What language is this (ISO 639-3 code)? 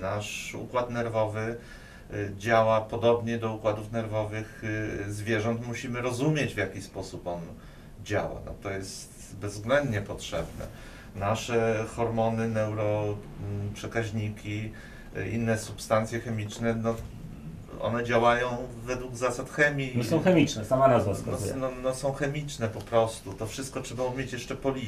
pol